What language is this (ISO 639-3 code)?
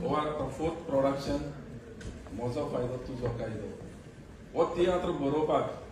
kok